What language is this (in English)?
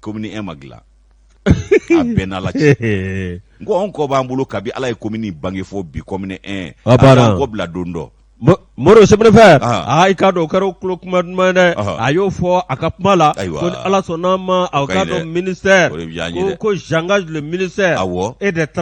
Bambara